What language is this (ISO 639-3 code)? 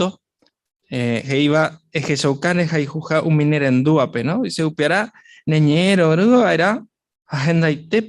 grn